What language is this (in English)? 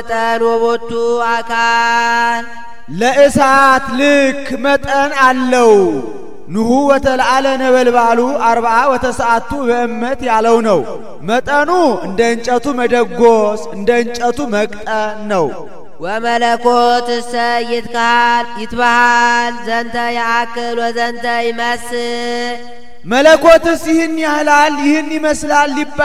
Amharic